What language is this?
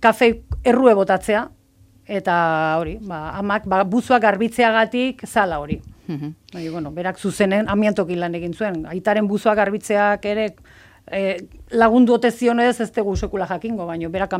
Basque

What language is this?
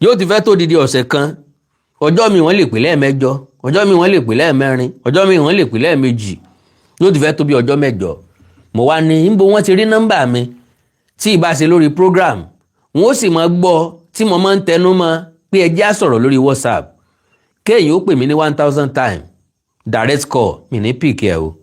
Yoruba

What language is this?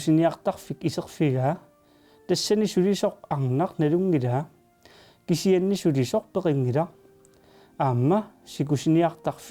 Kalaallisut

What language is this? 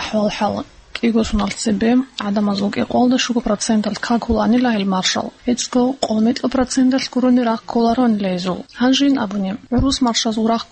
Avaric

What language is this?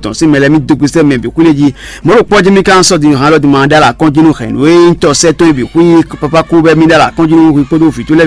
Fon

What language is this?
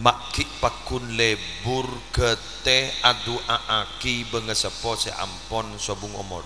Madurese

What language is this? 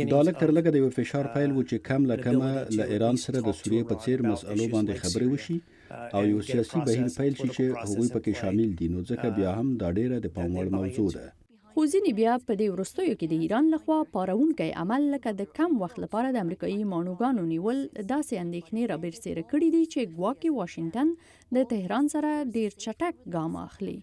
Pashto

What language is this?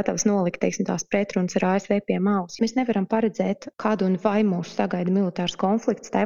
Latvian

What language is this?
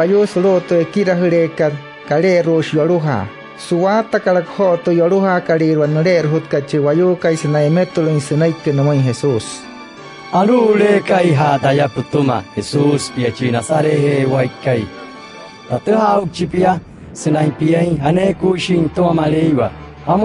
Wayuu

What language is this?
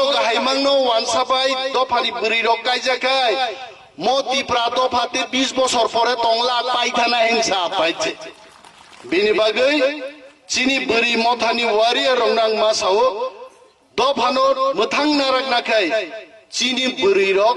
Kok Borok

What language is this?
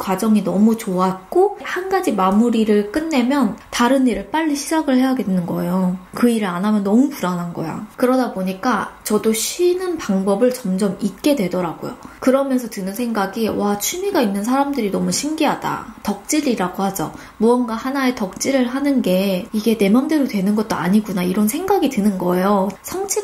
Korean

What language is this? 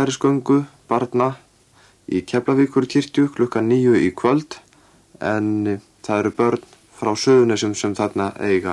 Icelandic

